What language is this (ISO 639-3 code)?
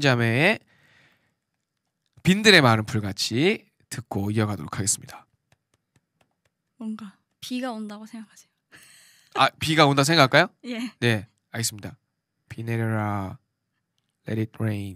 kor